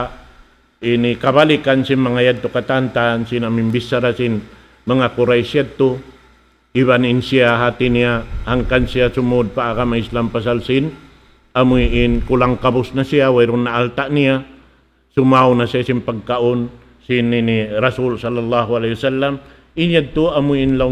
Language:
Tausug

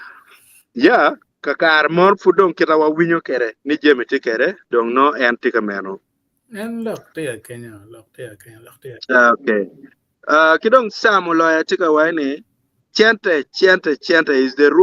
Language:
Acoli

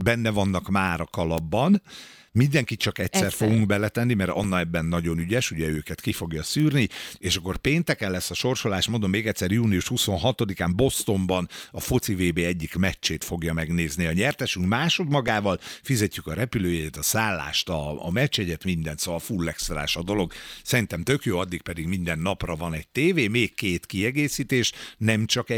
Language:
Hungarian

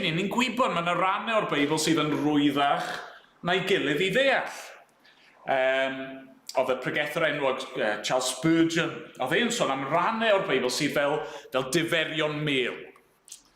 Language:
Welsh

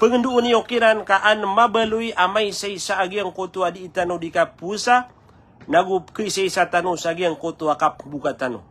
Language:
Maranao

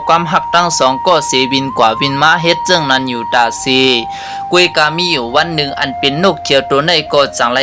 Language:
Shan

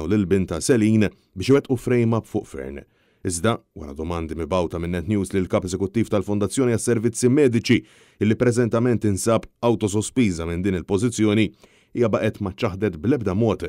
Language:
Maltese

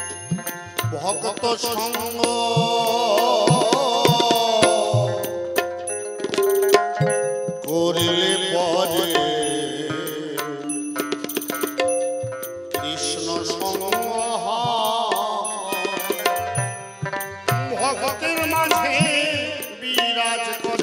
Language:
Bangla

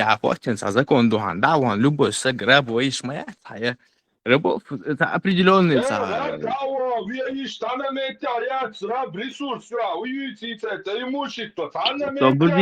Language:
Chechen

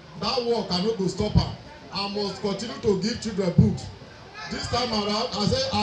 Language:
Nigerian Pidgin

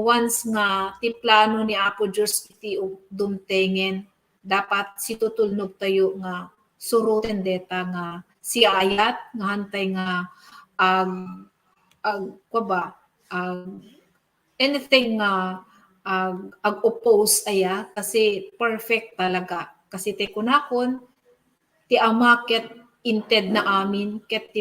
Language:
Iloko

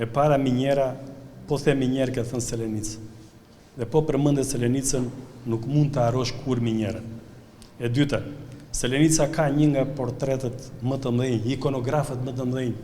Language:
Albanian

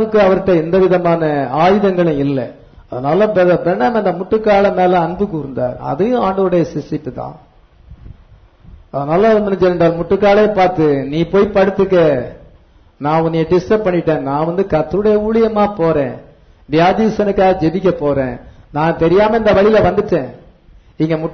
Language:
Tamil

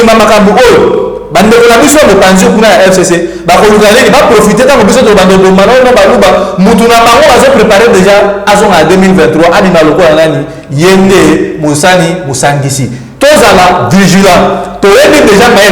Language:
Lingala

